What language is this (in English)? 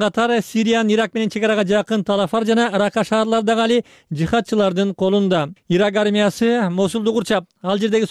Kyrgyz